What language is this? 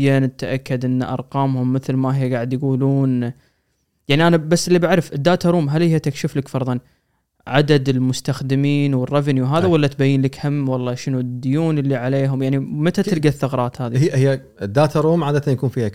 Gulf Arabic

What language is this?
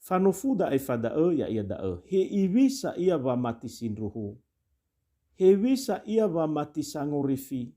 Nias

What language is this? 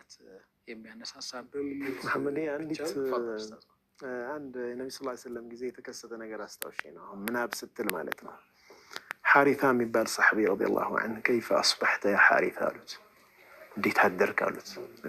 Amharic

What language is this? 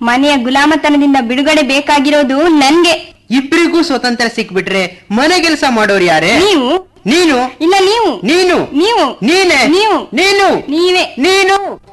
Kannada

